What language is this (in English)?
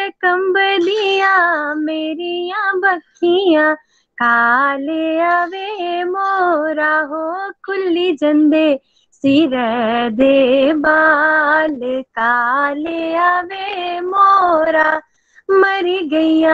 Dogri